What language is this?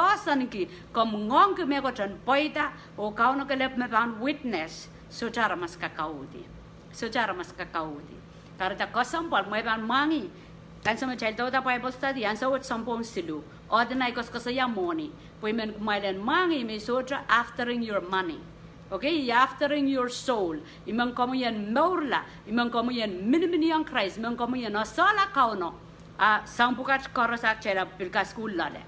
Pohnpeian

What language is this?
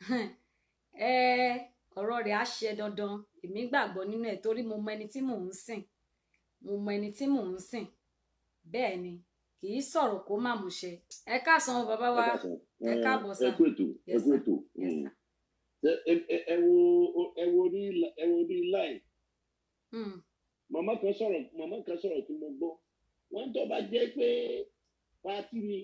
Yoruba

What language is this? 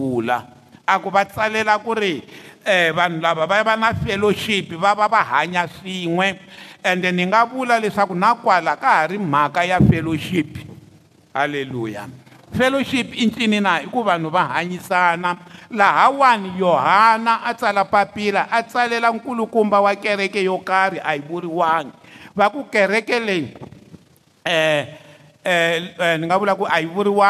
Tsonga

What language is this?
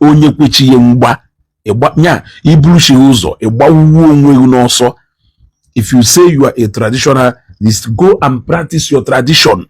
Igbo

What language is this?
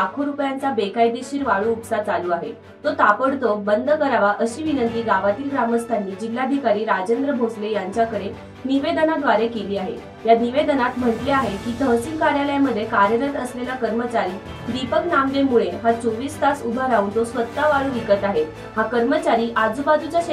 Marathi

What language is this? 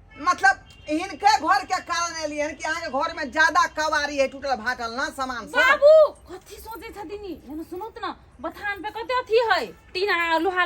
Maithili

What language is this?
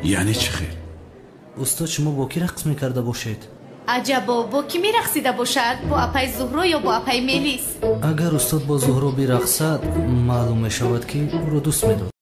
Tajik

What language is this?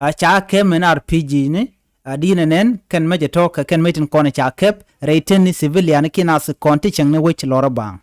Nuer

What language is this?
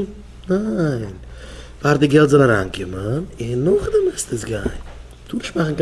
Yiddish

